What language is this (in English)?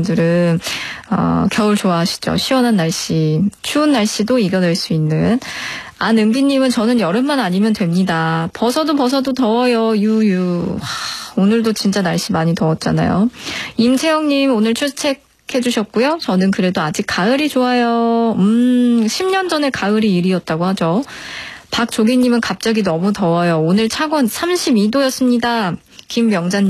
Korean